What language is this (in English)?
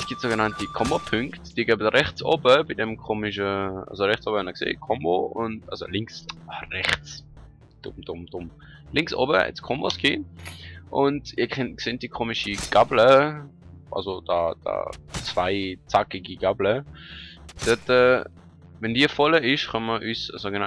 Swiss German